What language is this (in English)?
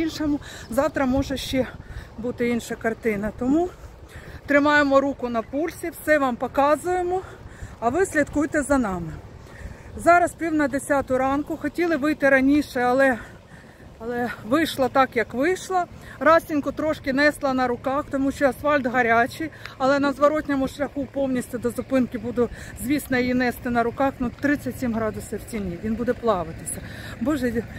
Ukrainian